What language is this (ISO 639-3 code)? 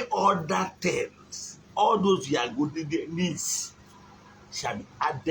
ibo